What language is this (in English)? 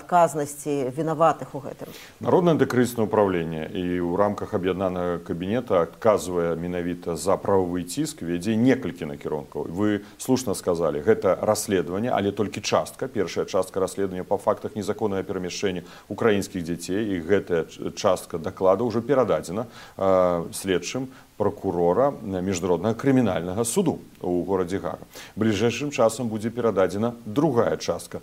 Belarusian